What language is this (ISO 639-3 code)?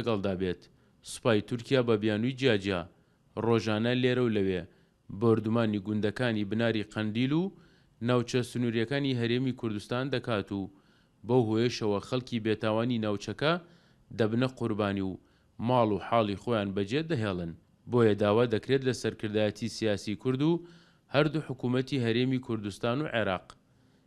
ckb